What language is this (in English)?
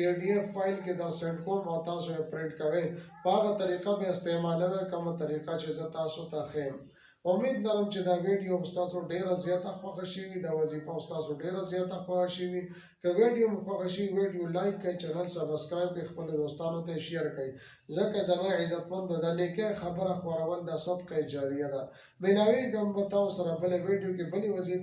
Pashto